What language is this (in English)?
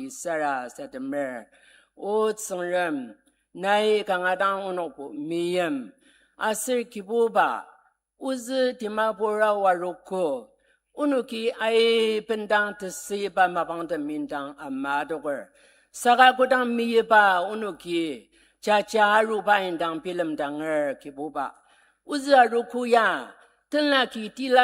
Ao Naga